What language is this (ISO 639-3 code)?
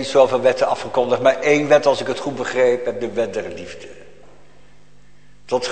nld